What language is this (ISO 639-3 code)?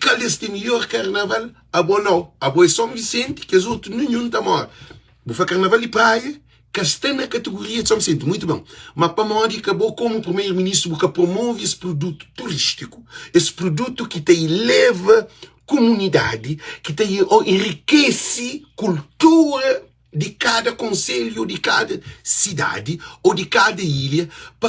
kea